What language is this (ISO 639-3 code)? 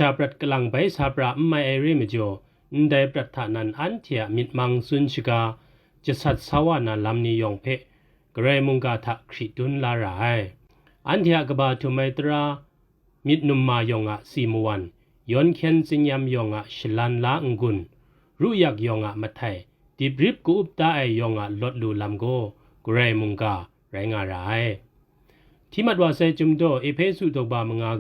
kac